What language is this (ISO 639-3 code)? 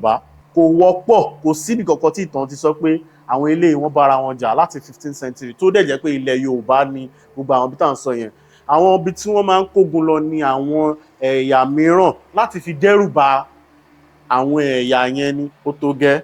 yor